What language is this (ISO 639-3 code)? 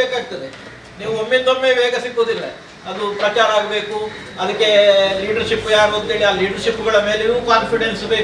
kan